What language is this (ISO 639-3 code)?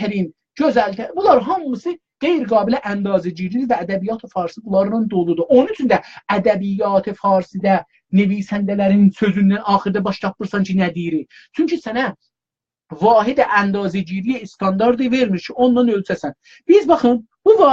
azb